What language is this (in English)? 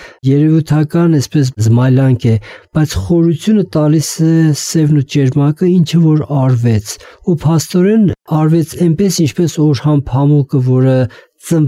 Armenian